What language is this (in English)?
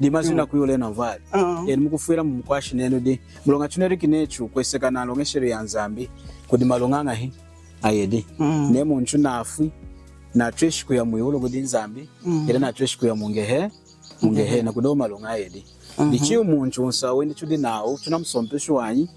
Lunda